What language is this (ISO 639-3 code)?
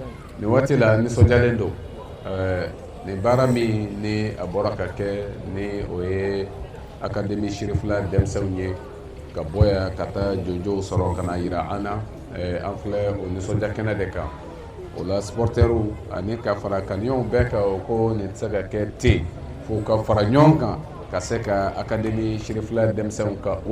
bam